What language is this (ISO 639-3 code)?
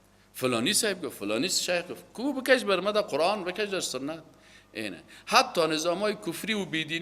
fas